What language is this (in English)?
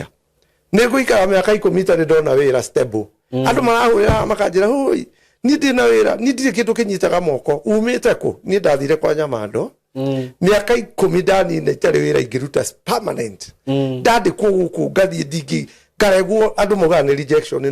Kikuyu